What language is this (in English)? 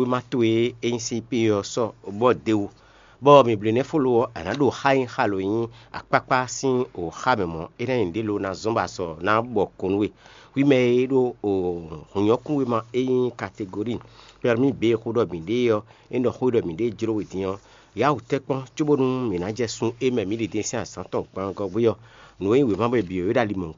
Fon